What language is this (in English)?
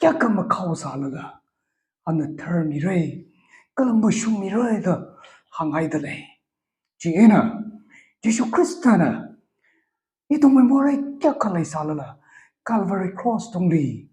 Tangkhul Naga (India)